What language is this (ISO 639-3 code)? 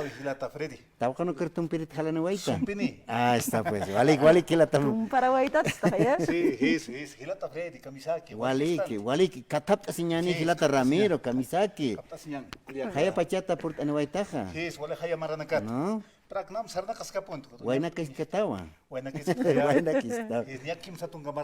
aym